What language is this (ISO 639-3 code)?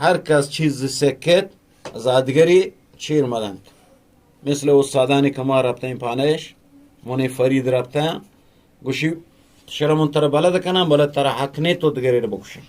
bgp